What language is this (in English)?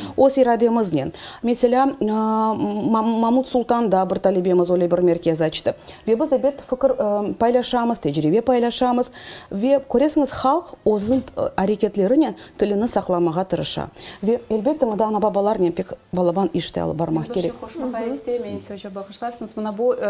Crimean Tatar